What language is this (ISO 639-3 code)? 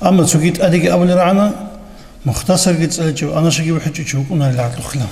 ava